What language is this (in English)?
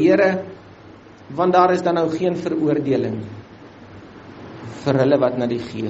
Afrikaans